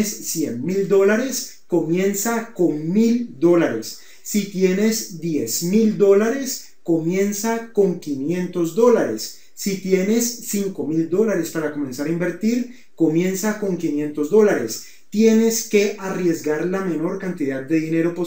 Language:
Spanish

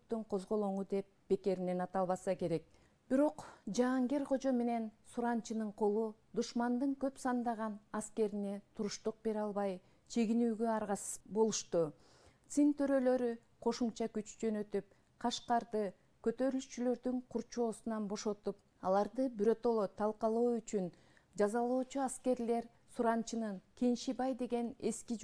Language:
Kyrgyz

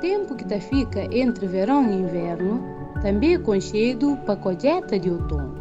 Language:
Kabuverdianu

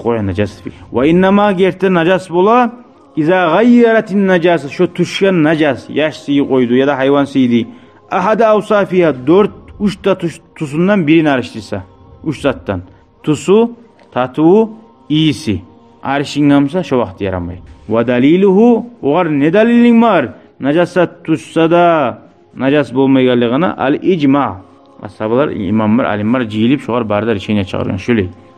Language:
Kumyk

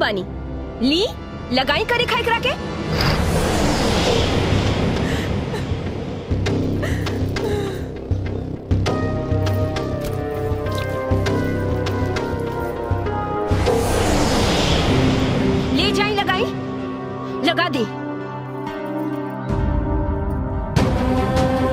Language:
Bhojpuri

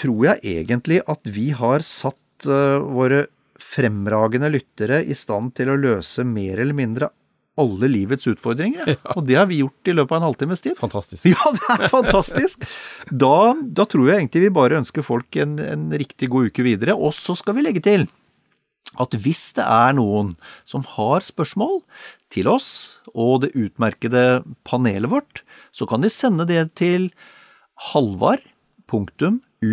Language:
Norwegian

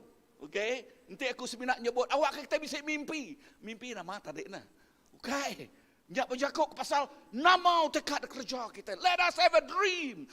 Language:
Iban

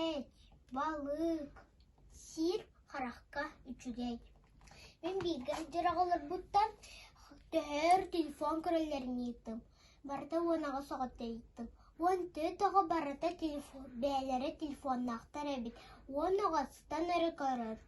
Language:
Yakut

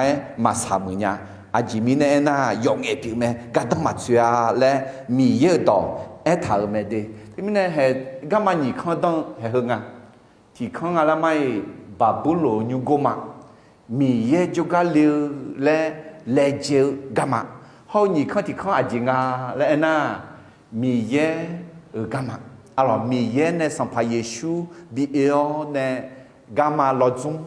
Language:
Akha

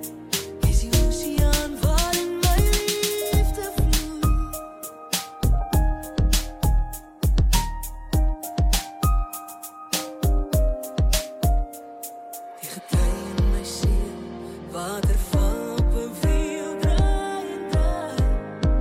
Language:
Afrikaans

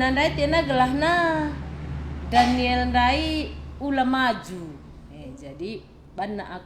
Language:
Batak Karo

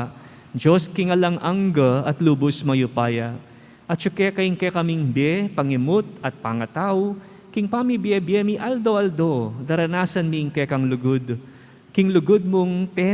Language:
Pampanga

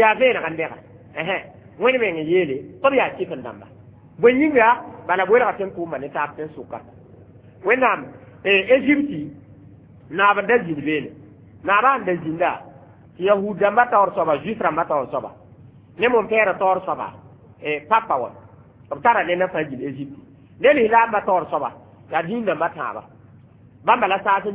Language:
Mossi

